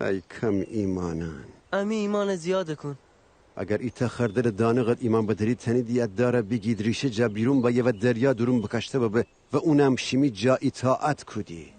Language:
Gilaki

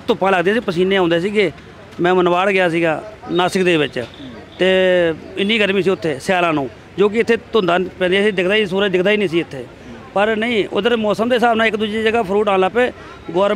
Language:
Punjabi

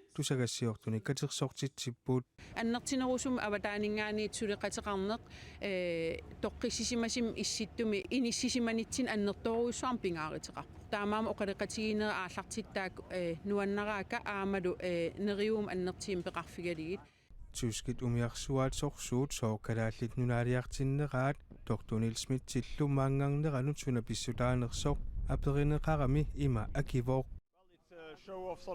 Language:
Kalaallisut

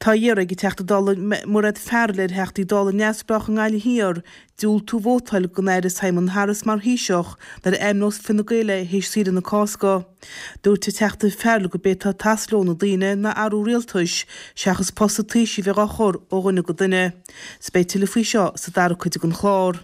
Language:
Irish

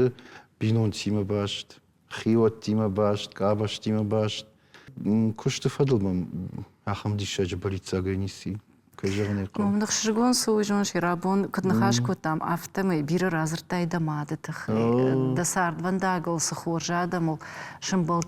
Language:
Ossetic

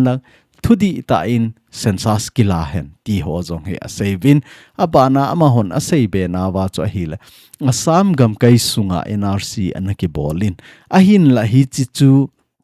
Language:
Thado Chin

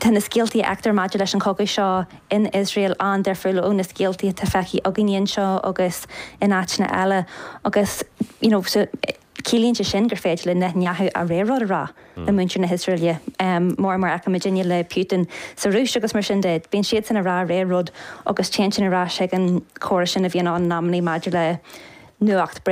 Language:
Irish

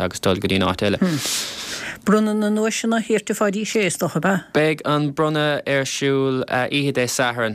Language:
Irish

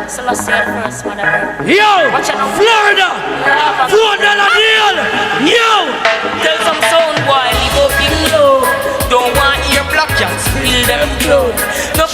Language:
Jamaican Creole English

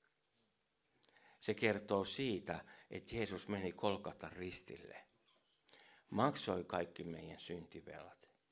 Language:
Finnish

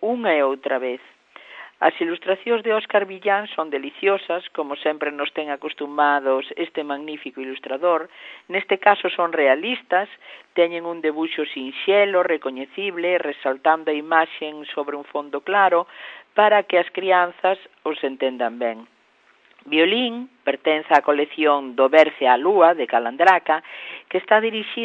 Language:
Galician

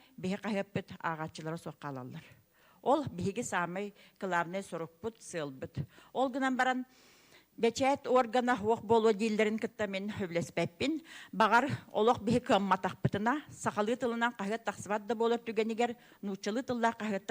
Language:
Yakut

